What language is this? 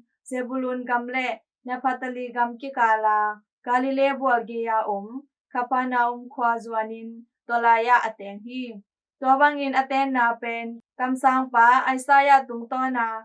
Tedim Chin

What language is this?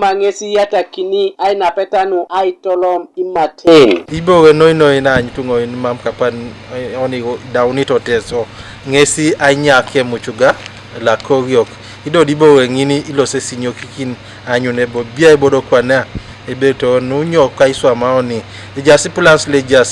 Teso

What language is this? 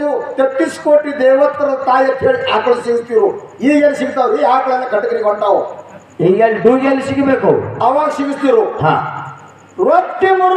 Kannada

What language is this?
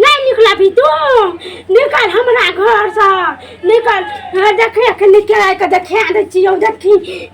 Maithili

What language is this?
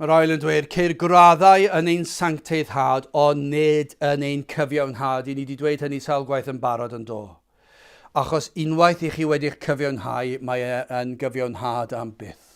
Welsh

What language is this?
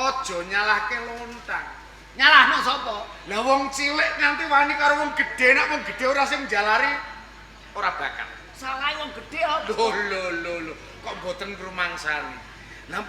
Javanese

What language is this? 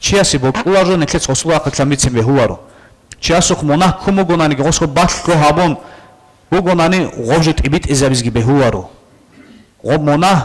Avaric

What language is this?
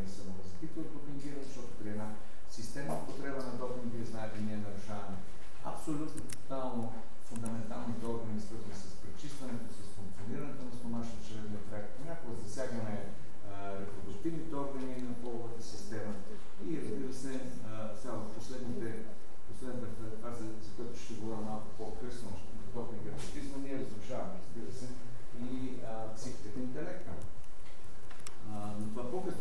Bulgarian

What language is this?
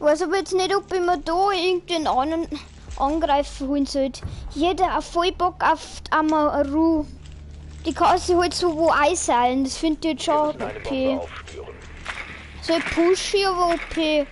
Bavarian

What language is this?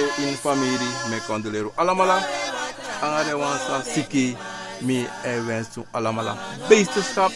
Sranan Tongo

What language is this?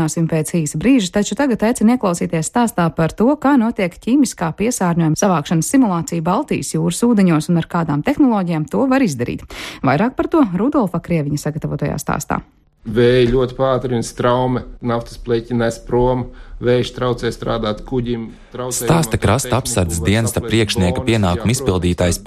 Latvian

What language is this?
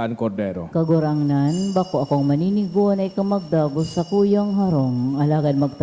Bikol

